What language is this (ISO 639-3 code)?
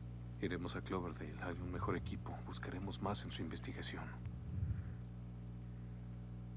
spa